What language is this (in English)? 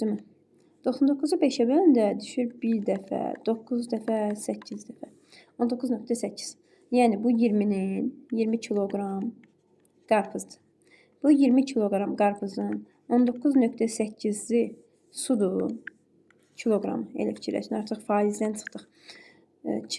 Azerbaijani